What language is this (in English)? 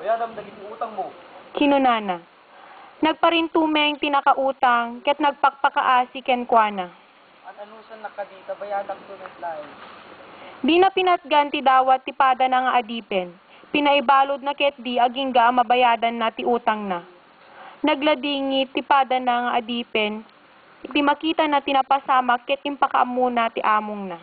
Iloko